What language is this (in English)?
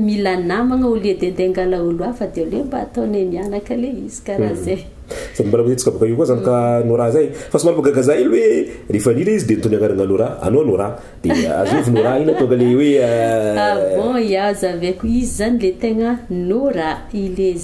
Malagasy